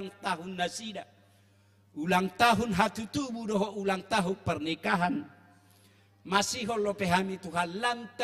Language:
Batak Toba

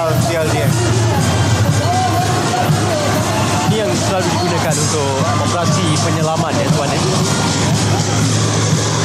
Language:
Malay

